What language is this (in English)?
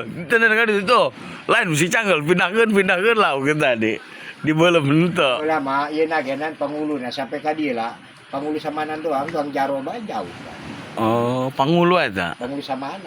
Sundanese